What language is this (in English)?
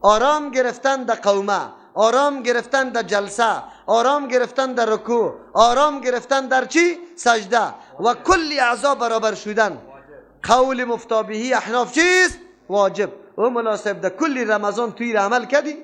Persian